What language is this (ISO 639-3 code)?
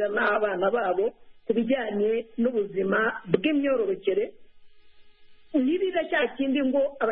kin